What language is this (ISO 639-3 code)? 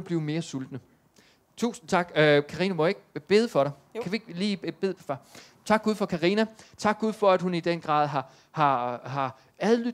dan